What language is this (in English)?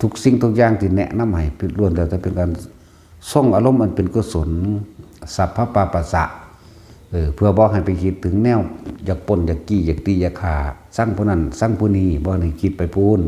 Northeastern Thai